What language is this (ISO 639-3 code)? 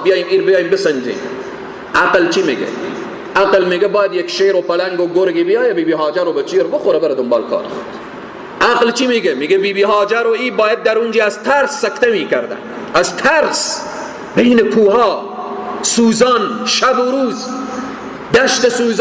fas